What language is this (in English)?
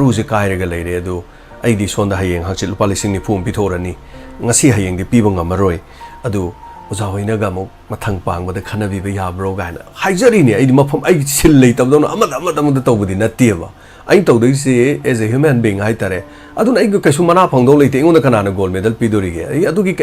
Manipuri